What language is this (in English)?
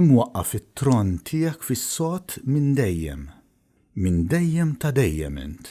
Maltese